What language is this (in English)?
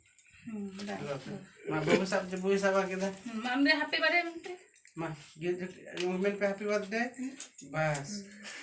Santali